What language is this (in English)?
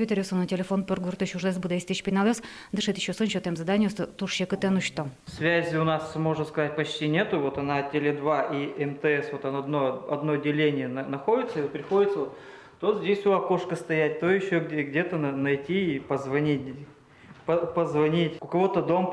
Udmurt